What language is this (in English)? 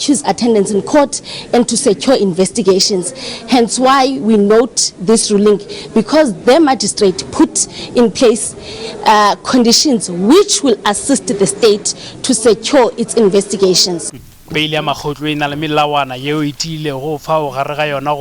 Tswana